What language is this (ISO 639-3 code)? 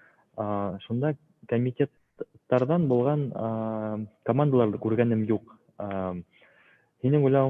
bak